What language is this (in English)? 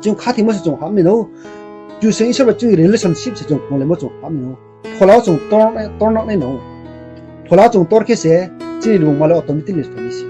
Riang (India)